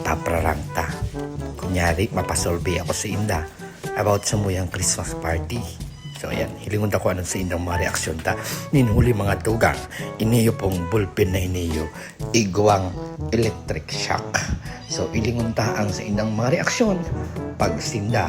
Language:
Bikol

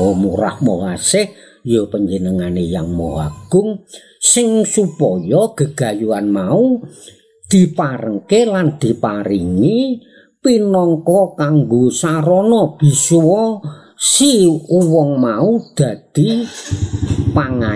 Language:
Javanese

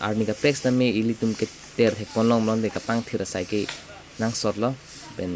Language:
Karbi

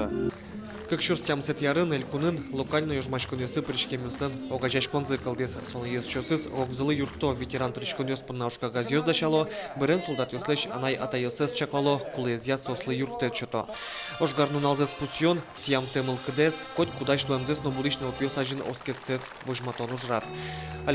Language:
Udmurt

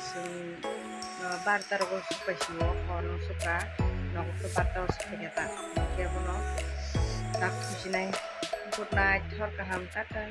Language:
Kok Borok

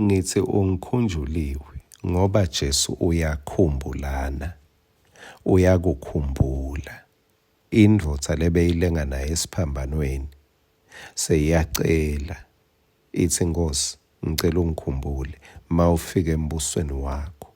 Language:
Swati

